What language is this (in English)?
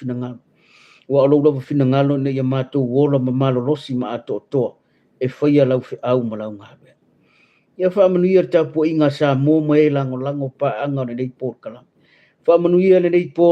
Samoan